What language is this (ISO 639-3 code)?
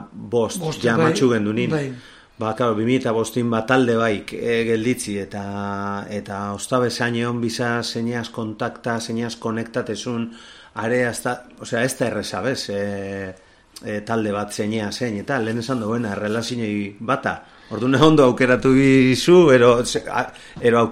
eus